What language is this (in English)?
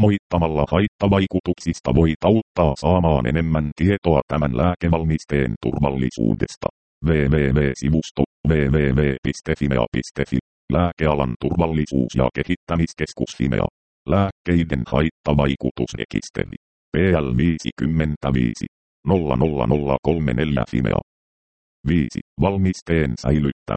Finnish